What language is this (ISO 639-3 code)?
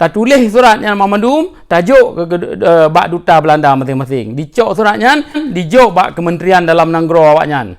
ace